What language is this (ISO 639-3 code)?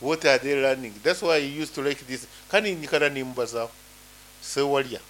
nyn